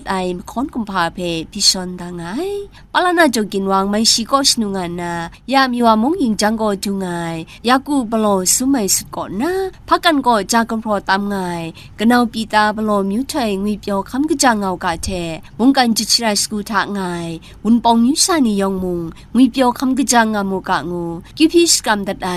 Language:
Kachin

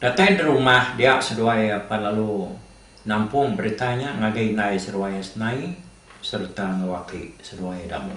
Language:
Iban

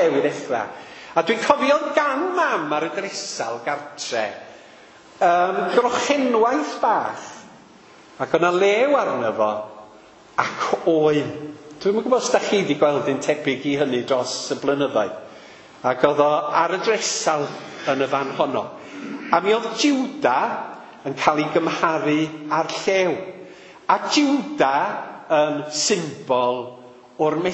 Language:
Welsh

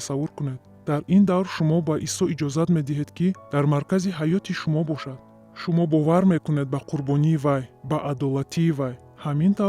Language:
Tajik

